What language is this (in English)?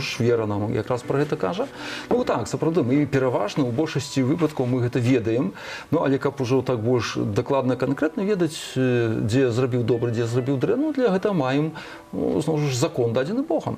Belarusian